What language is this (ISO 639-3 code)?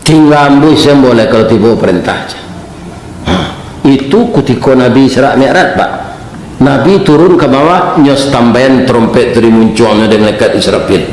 min